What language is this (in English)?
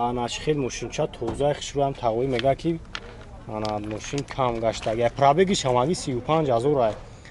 Tajik